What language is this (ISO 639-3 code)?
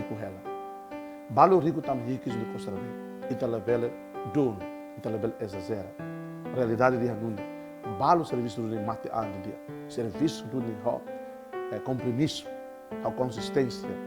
tet